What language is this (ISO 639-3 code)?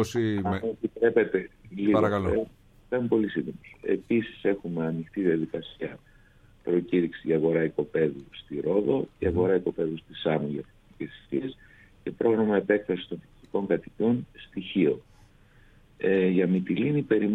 ell